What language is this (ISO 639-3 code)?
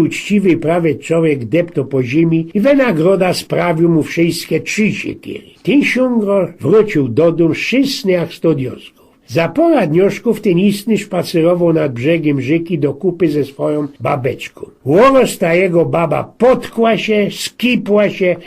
szl